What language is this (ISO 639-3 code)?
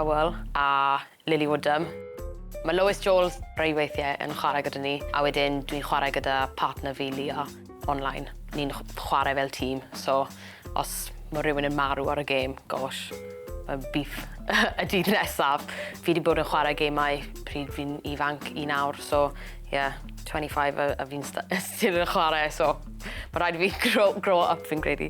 cym